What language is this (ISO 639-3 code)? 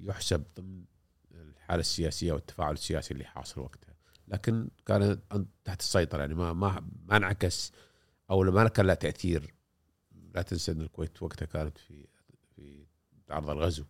afb